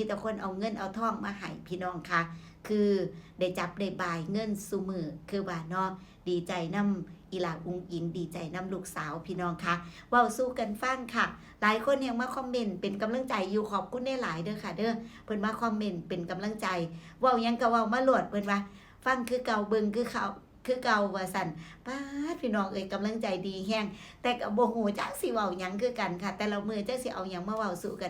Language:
Lao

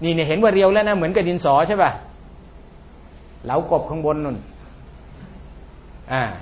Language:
Thai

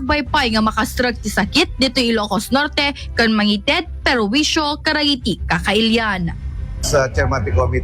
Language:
Iloko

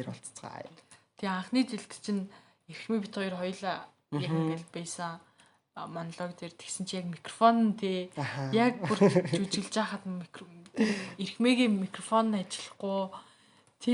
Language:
Mongolian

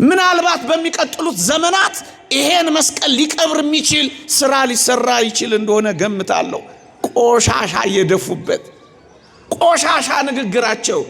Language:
Amharic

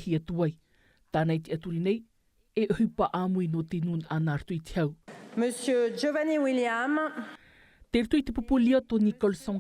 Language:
Tahitian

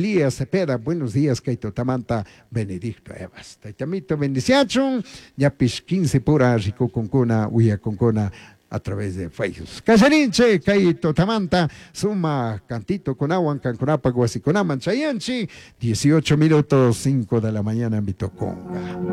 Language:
Chimborazo Highland Quichua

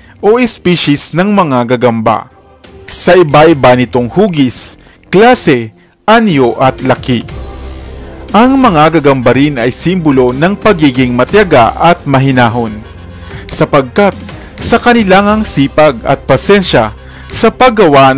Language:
Filipino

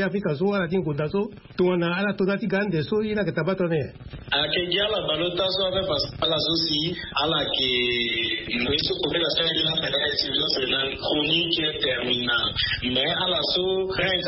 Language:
Sango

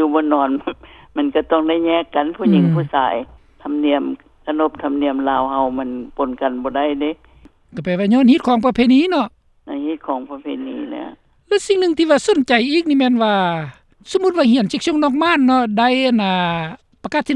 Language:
Lao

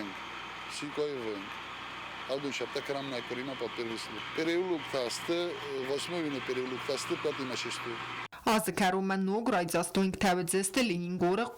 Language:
Ossetic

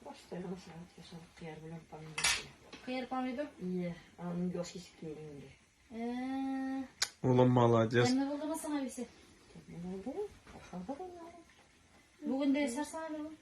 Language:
Tatar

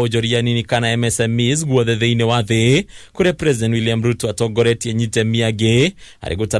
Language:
Kikuyu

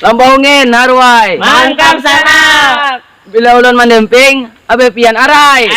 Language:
Banjar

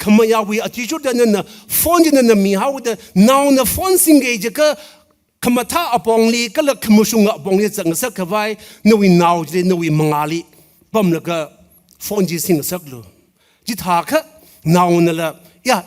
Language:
Tangkhul Naga (India)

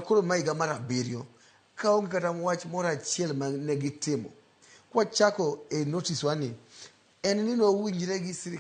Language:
Luo (Kenya and Tanzania)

